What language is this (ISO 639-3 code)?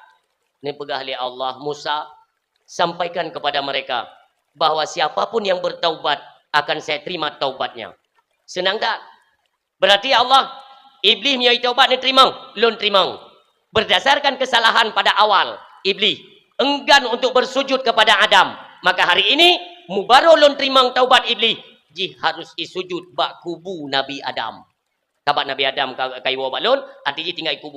ace